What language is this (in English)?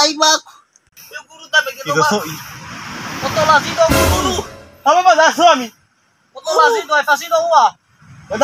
Nias